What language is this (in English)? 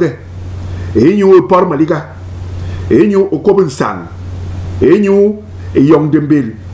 Basaa